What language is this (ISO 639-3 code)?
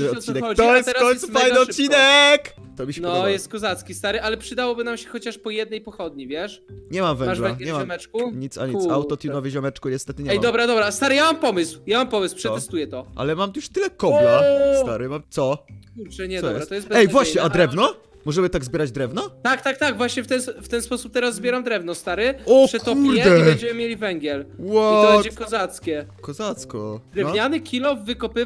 pol